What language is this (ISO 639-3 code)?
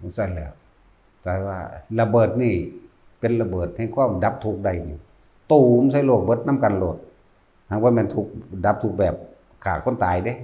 tts